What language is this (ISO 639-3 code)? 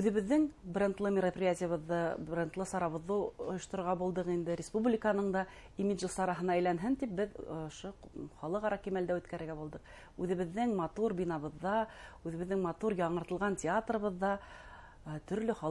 bak